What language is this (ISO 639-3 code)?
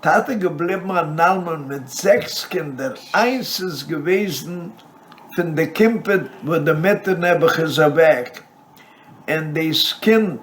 yid